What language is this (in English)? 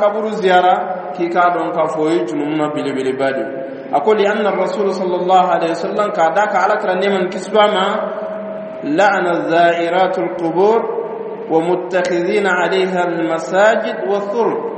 Dyula